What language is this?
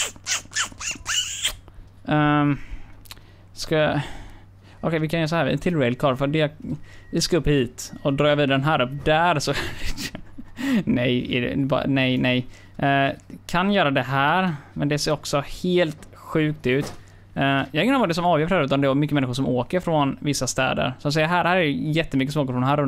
Swedish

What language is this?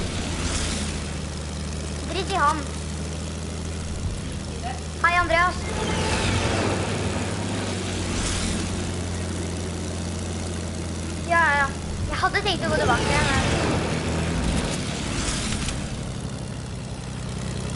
Norwegian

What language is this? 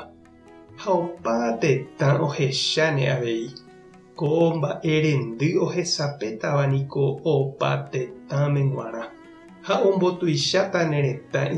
Guarani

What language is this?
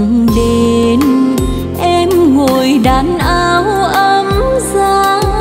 Vietnamese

